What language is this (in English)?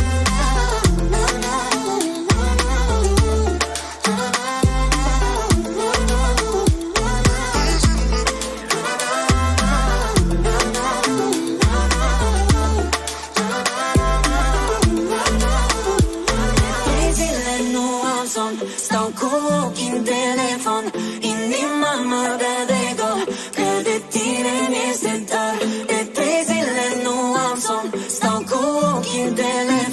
Romanian